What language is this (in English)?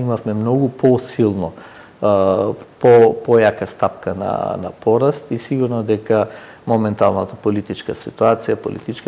Macedonian